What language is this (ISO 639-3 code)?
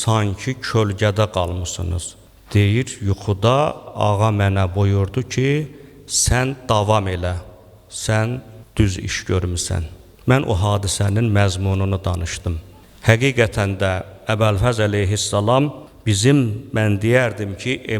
aze